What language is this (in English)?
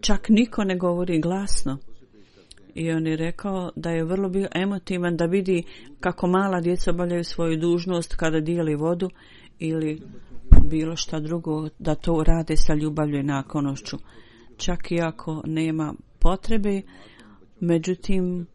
Bosnian